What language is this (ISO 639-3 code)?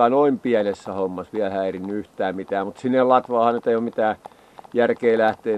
fin